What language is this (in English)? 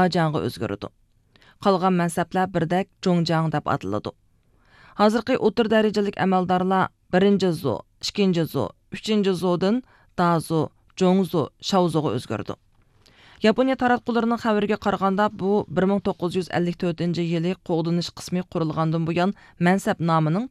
Uyghur